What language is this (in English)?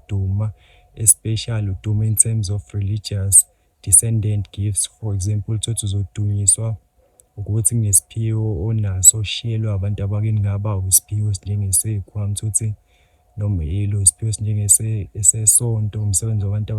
Zulu